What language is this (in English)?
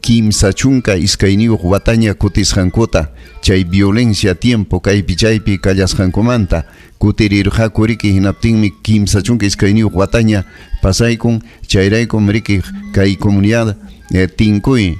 Ayacucho Quechua